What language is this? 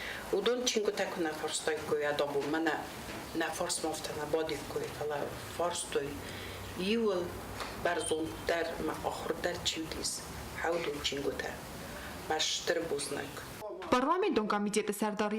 Ossetic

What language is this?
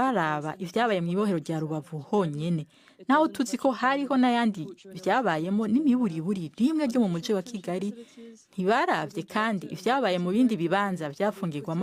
Rundi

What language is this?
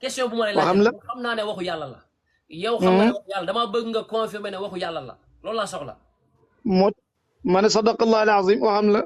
Wolof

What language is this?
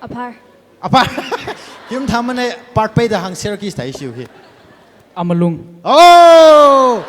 Tangkhul Naga (India)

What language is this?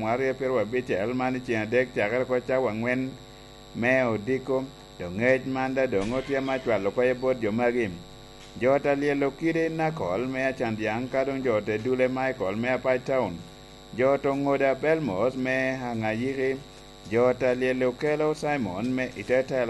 Lango (Uganda)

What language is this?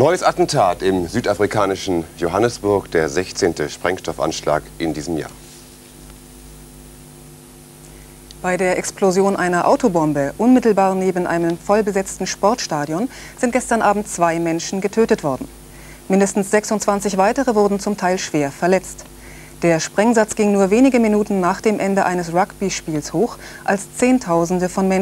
German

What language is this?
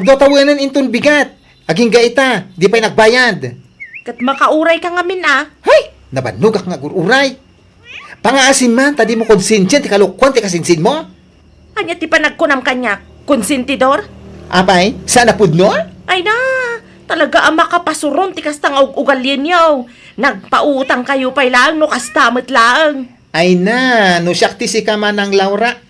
Iloko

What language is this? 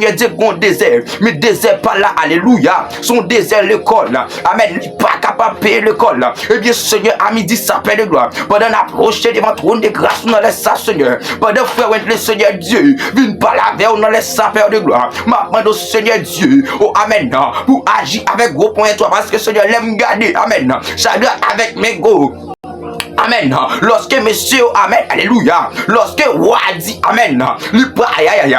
Haitian Creole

